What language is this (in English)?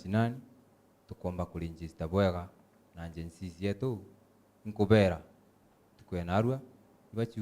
Meru